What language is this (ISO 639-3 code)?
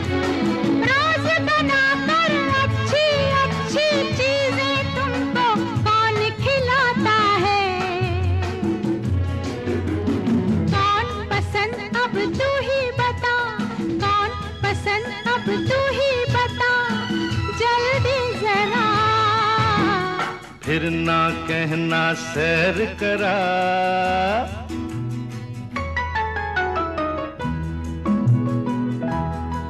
hin